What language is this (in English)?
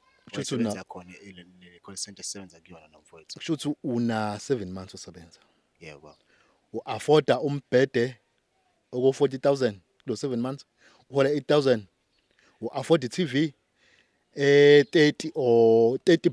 Zulu